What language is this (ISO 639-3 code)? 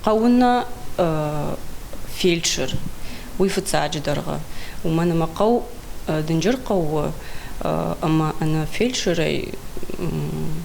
oss